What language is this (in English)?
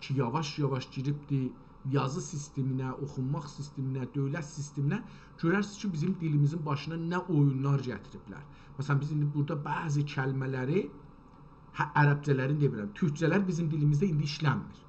South Azerbaijani